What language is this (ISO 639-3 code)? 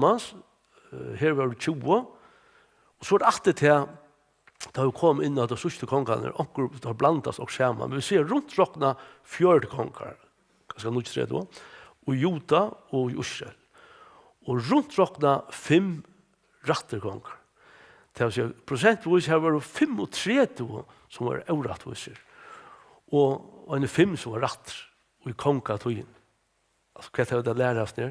fao